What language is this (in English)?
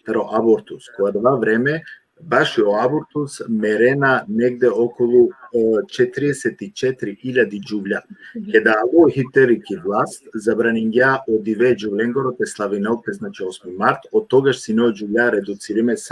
Balkan Romani